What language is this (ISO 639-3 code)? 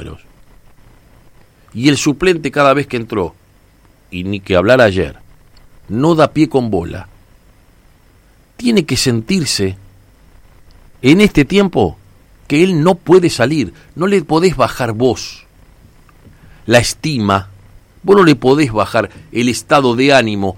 spa